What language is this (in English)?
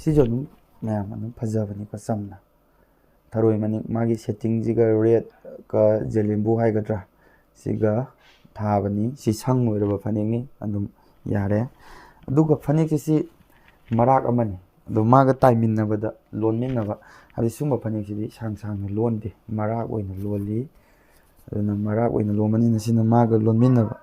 Manipuri